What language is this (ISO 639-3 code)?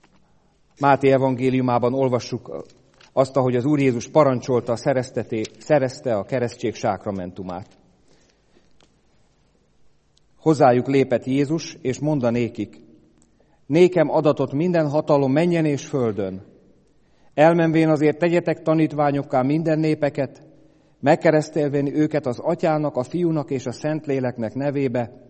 hun